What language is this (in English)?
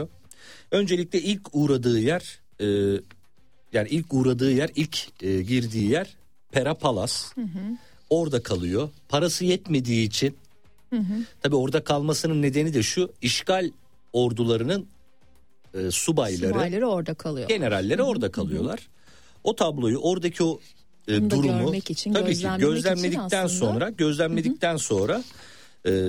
Turkish